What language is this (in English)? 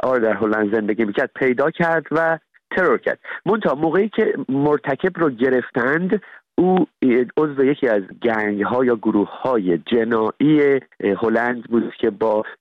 Persian